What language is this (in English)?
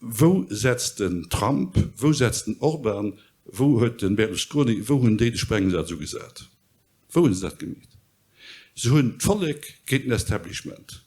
Luxembourgish